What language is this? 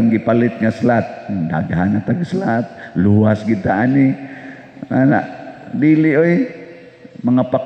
Cebuano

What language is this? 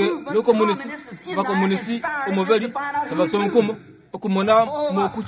Kuanyama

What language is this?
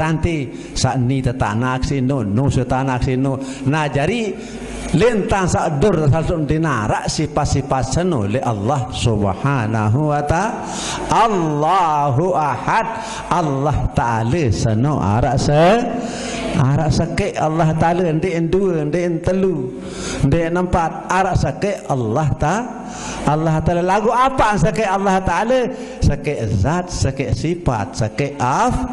Sasak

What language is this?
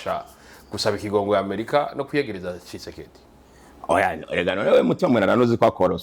Rundi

